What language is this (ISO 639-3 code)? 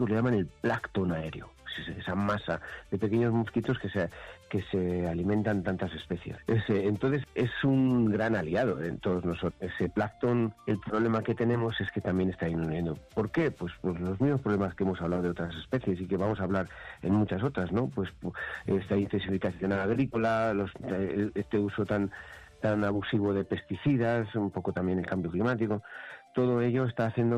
spa